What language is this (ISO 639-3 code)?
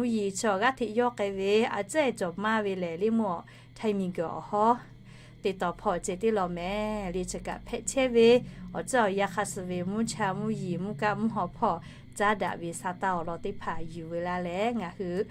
lhu